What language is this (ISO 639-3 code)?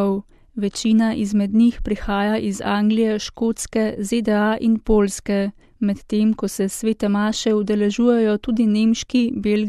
slv